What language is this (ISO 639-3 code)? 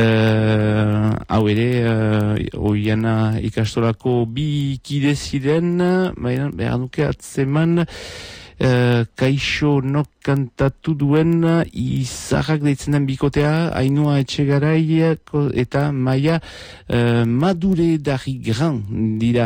eus